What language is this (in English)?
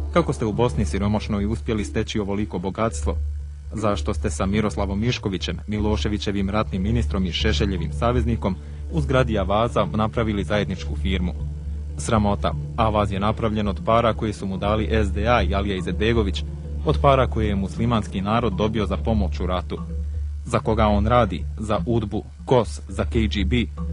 Bosnian